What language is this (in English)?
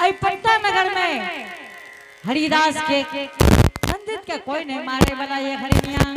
Angika